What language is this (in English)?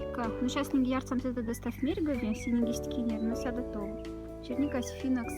Moksha